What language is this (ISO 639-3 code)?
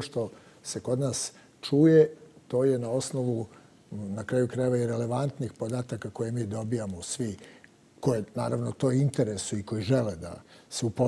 srp